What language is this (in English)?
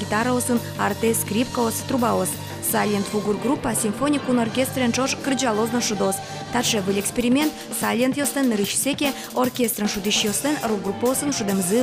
Udmurt